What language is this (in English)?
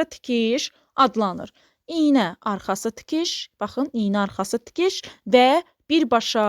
Azerbaijani